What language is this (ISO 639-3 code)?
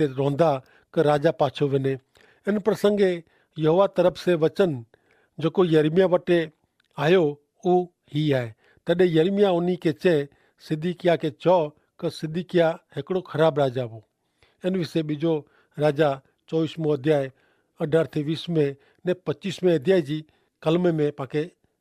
kfr